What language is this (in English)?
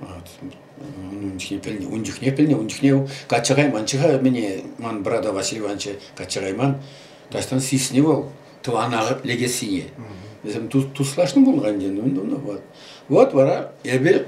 Chuvash